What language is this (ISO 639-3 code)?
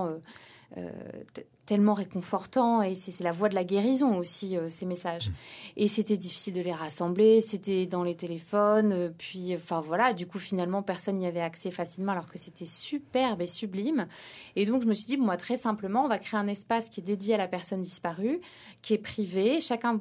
fra